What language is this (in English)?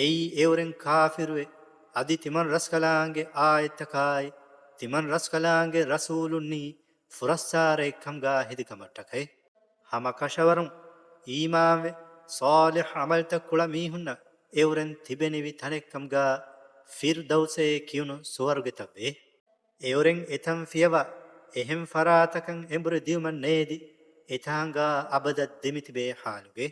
Divehi